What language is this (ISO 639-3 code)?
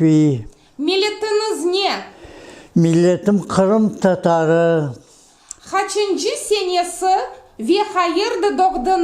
crh